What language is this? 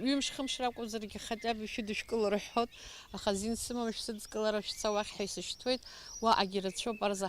Abkhazian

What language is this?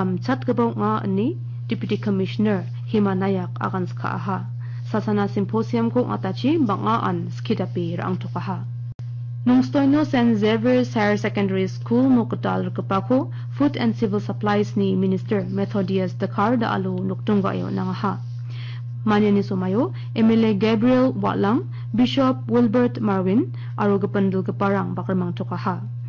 Garo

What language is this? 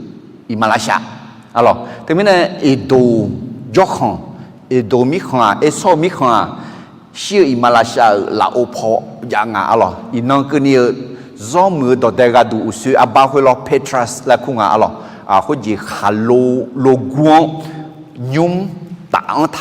Akha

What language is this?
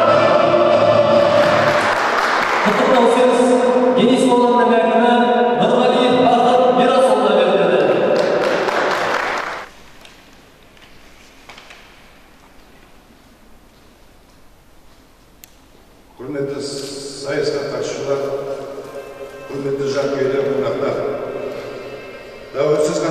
Kazakh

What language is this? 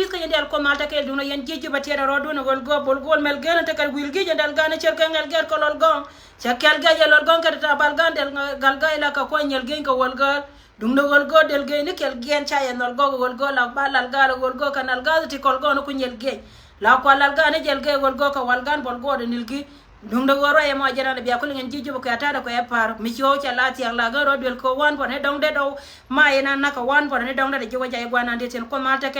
Nuer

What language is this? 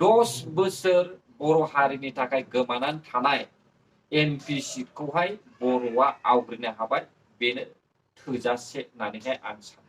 Bodo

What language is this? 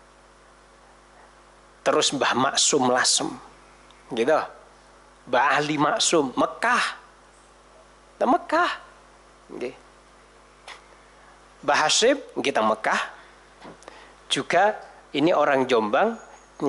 Indonesian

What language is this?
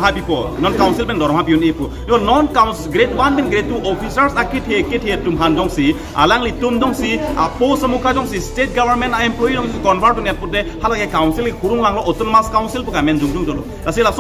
Karbi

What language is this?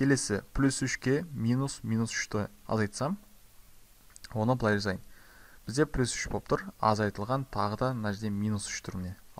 Kazakh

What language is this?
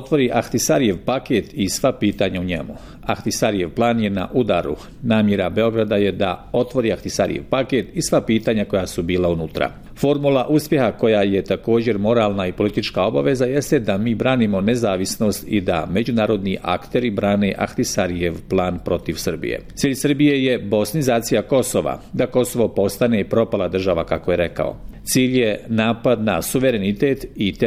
Bosnian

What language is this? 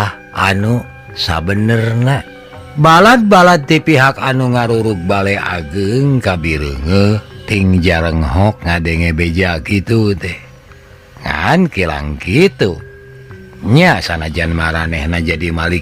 Sundanese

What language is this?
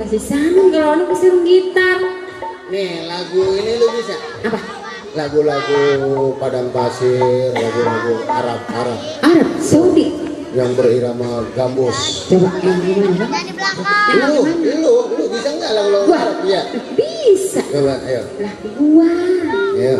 Betawi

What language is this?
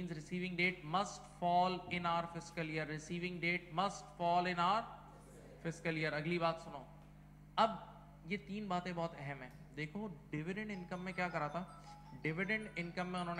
Hindi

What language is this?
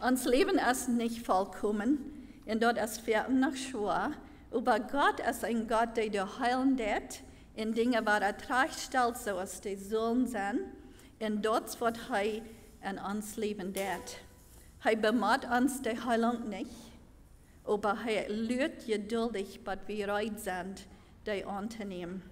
Plautdietsch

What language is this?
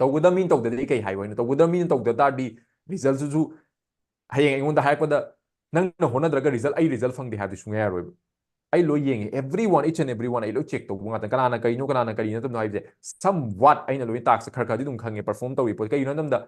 Manipuri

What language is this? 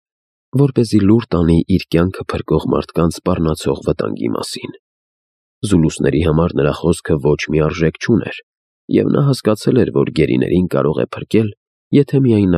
Armenian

